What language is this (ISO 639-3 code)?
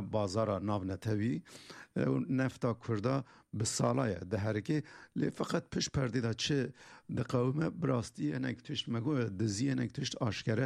kur